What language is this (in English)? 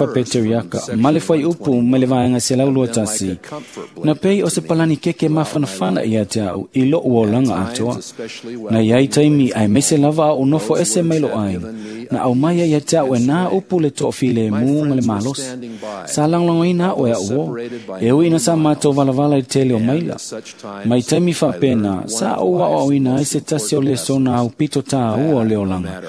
Samoan